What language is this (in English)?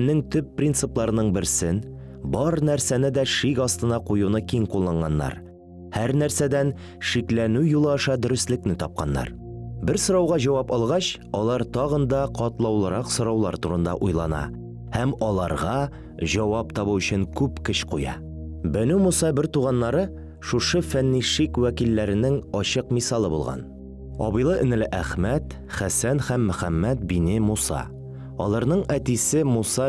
Tatar